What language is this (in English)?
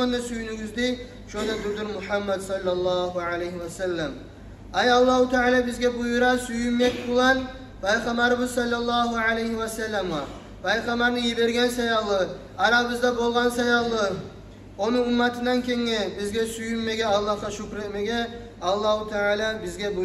Kumyk